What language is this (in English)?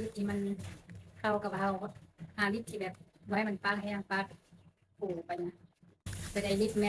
Lao